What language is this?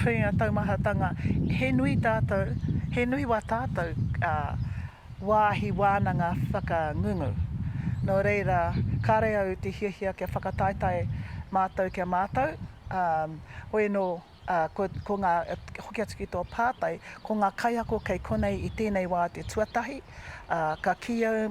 Māori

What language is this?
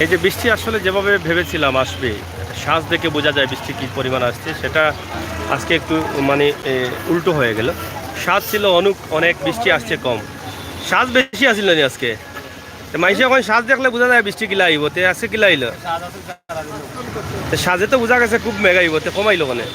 Sylheti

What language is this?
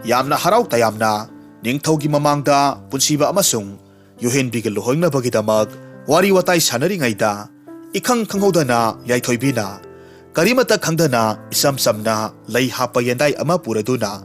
Manipuri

